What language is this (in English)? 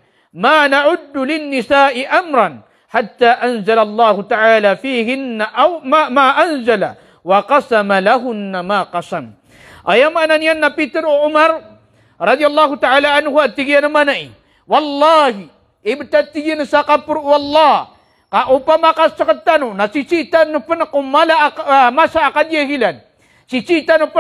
Maranao